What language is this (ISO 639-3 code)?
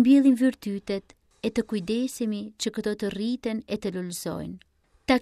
sqi